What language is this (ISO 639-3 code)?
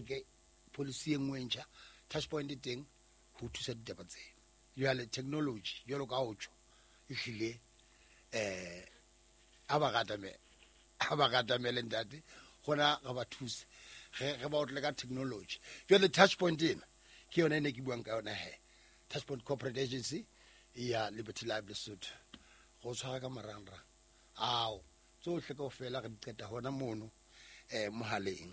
sot